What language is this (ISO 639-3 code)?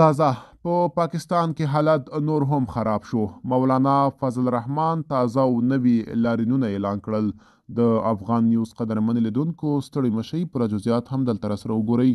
pus